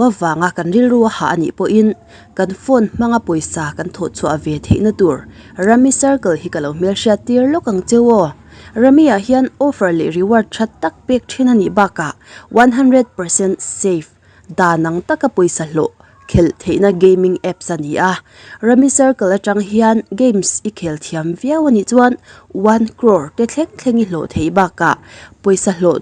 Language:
Mizo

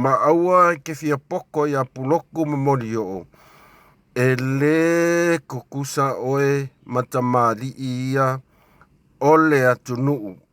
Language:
Samoan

